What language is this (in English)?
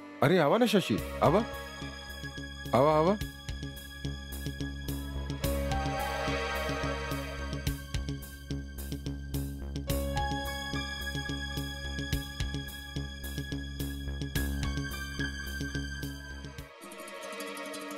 Bhojpuri